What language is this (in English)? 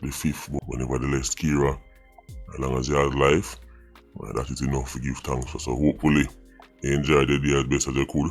Jamaican Creole English